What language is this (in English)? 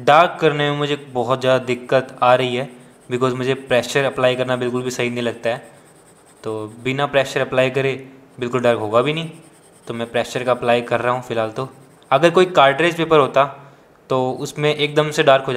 Hindi